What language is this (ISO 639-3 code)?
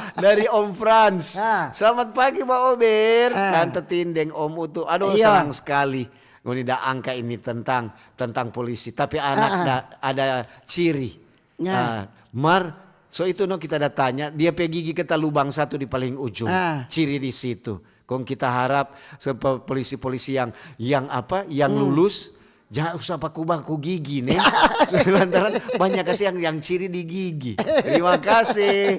xmm